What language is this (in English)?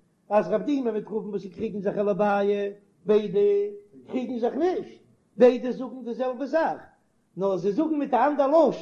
Yiddish